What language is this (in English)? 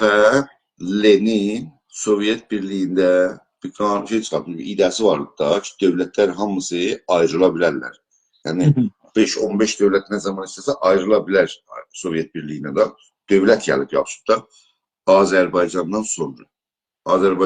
South Azerbaijani